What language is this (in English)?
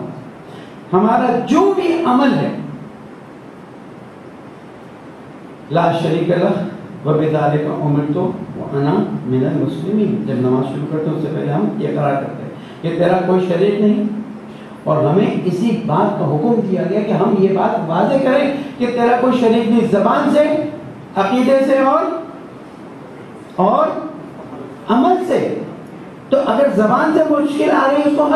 Urdu